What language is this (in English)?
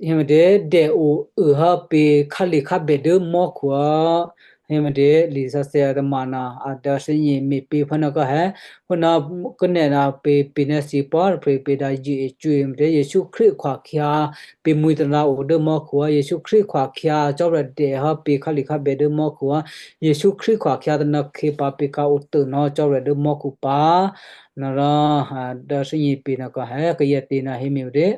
Western Kayah